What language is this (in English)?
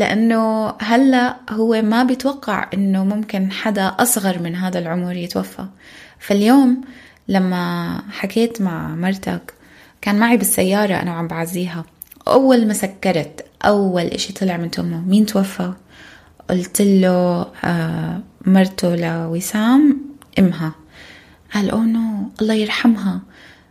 North Levantine Arabic